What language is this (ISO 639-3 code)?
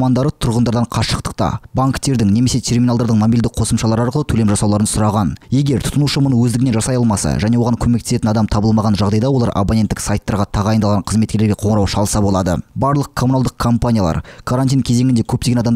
kaz